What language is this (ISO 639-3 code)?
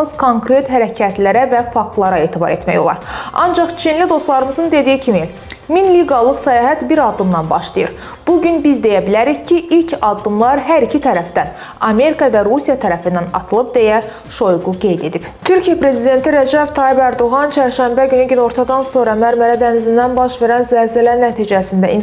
aze